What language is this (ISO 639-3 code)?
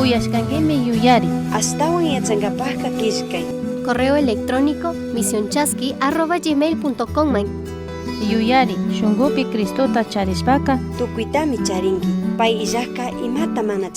qug